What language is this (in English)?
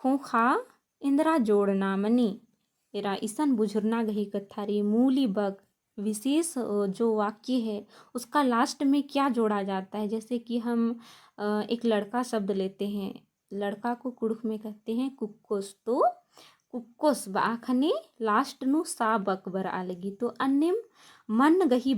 Kurukh